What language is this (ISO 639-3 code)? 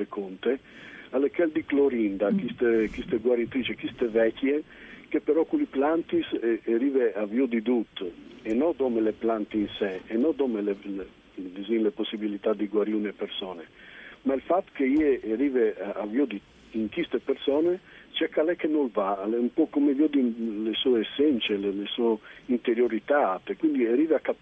fur